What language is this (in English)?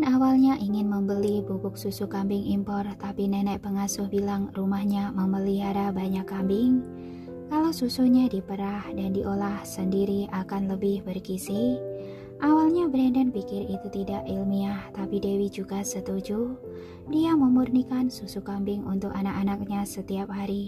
Indonesian